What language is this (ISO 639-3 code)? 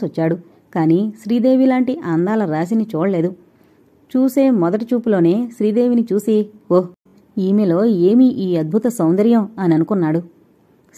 tel